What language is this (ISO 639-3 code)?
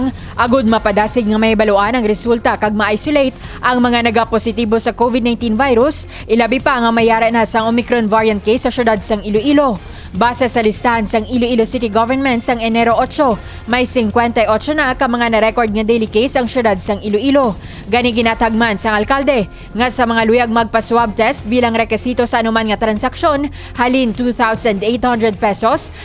hil